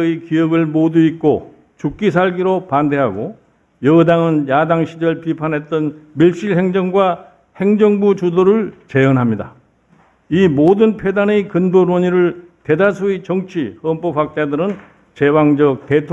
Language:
Korean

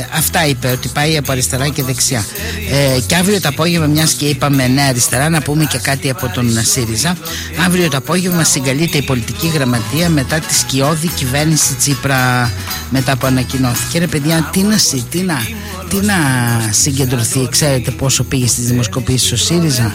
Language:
Greek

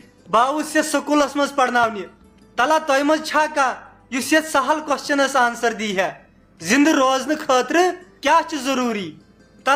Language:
Kashmiri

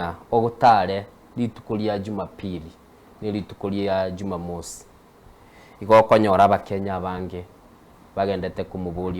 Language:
Gusii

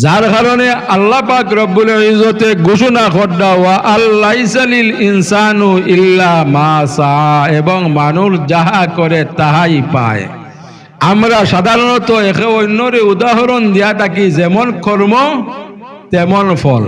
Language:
Sylheti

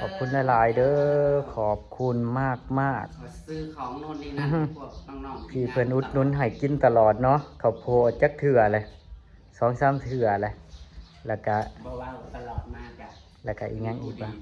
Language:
Northeastern Thai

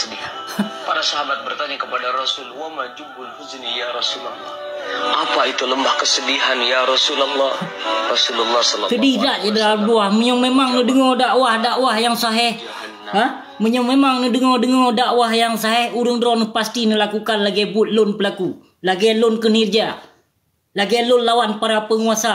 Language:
Achinese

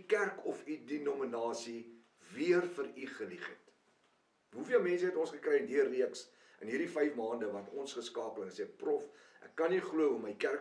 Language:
Afrikaans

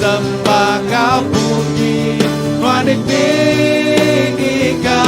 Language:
Iban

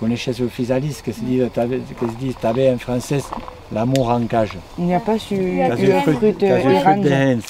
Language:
Occitan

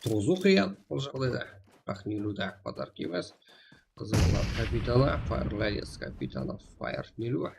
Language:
Kara-Kalpak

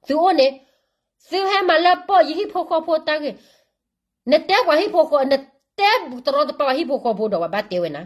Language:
S'gaw Karen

